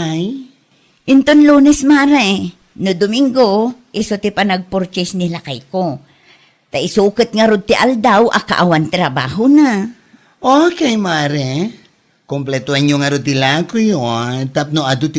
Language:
Iloko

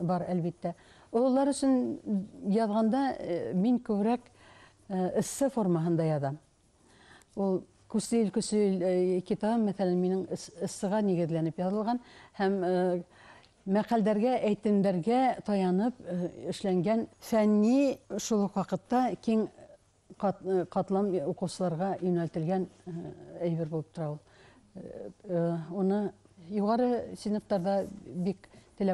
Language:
Bashkir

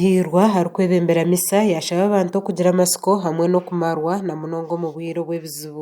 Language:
Nyankole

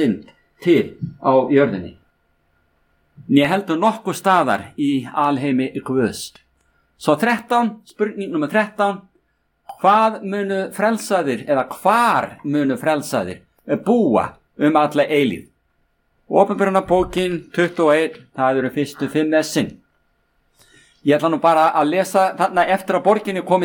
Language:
Icelandic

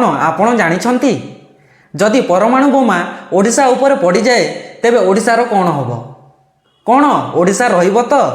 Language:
Odia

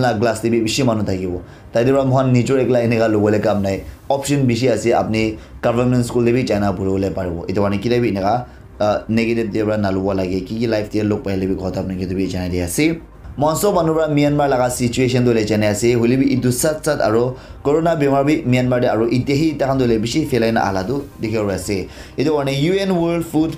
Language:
Naga Pidgin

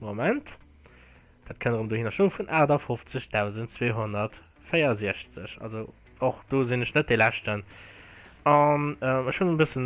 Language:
Luxembourgish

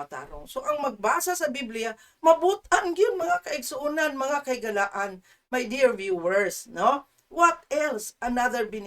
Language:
Cebuano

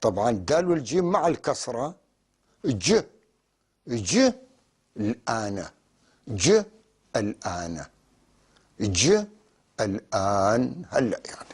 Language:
North Levantine Arabic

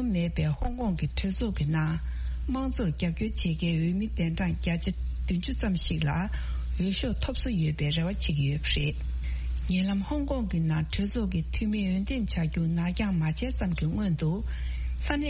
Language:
Tibetan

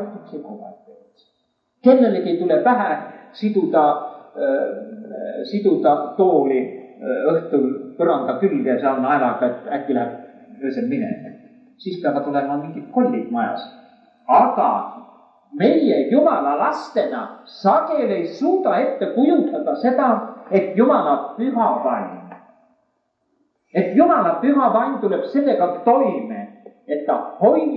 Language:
Estonian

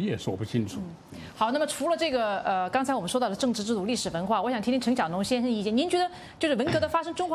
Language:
Chinese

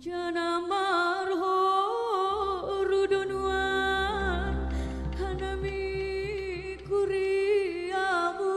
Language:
Batak Simalungun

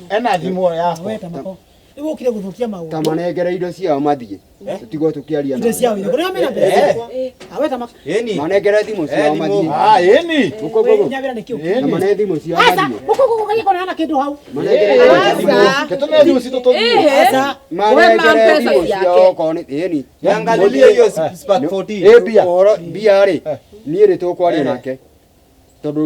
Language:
Kikuyu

